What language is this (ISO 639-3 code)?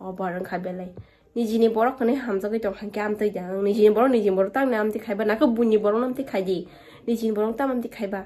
trp